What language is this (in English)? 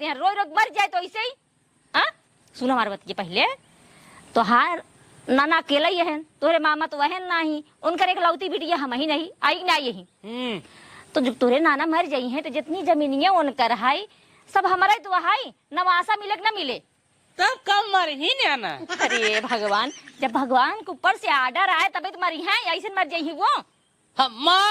Awadhi